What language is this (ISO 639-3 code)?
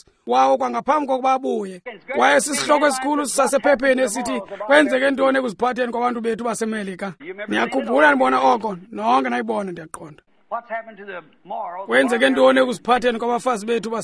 xho